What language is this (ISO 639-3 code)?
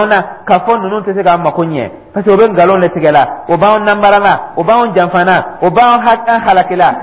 dyu